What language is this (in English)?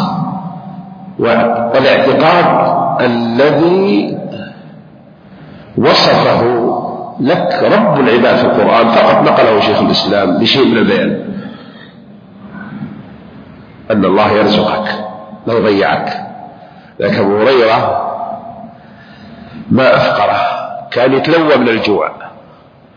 Arabic